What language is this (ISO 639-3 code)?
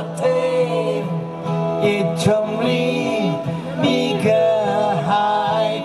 nmf